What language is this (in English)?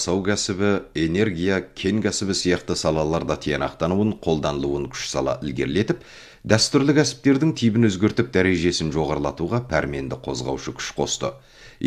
Kazakh